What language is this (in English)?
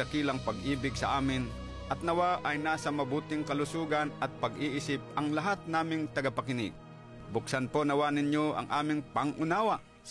Filipino